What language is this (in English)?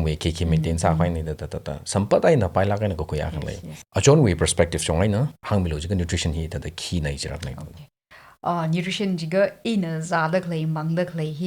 Tangkhul Naga (India)